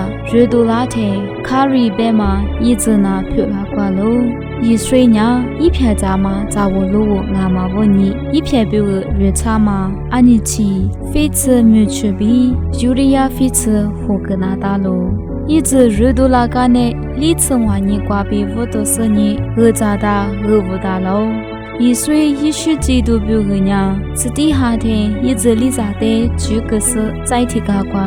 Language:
Lisu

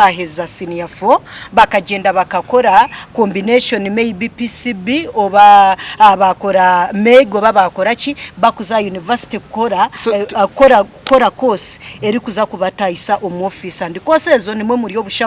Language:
Nyankole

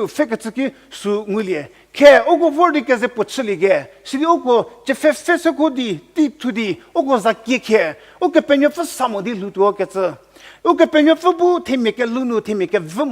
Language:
Angami Naga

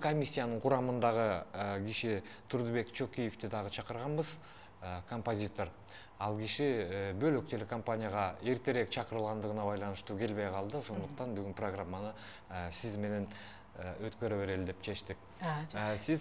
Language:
Kyrgyz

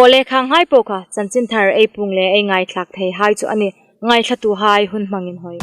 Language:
Hmar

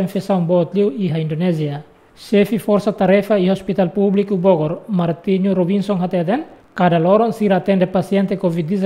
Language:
Tetum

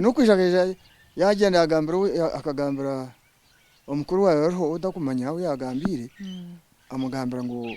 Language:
Nyankole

